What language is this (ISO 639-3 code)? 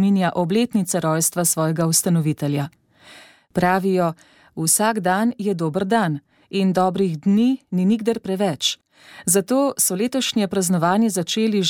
slv